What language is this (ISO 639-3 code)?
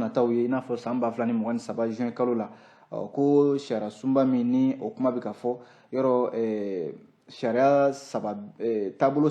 bam